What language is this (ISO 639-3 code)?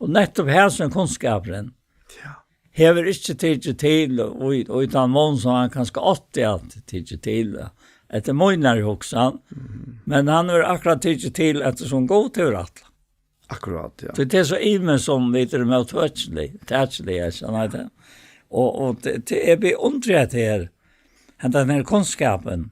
fao